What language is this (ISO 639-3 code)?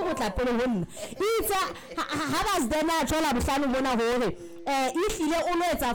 sot